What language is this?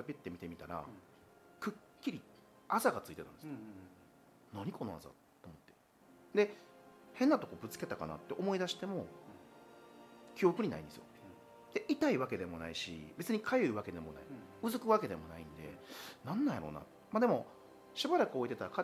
Japanese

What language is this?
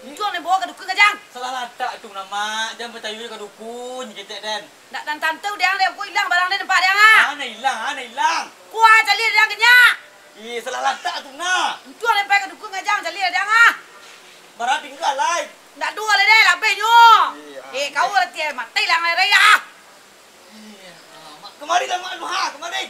Minangkabau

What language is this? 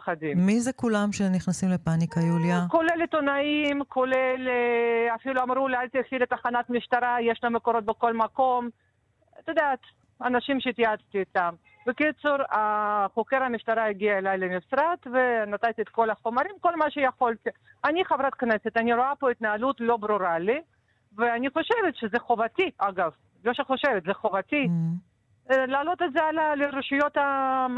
Hebrew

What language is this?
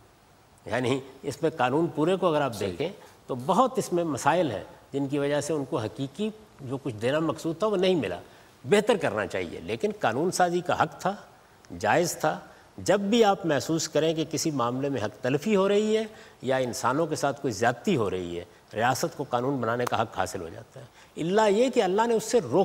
Urdu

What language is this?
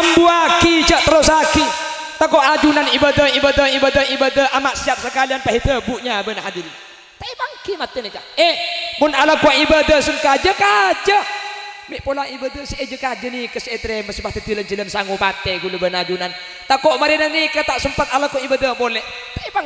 Madurese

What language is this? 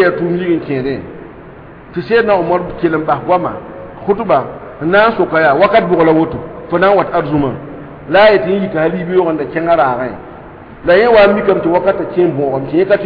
Mossi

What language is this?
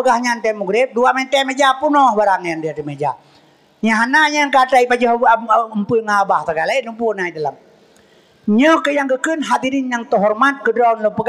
Achinese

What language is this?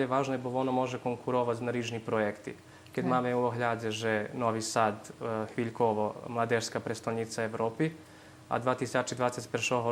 Rusyn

